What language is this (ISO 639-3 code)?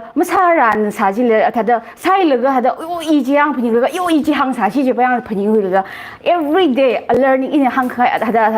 nmf